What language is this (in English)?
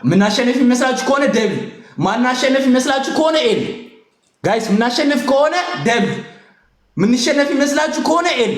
Amharic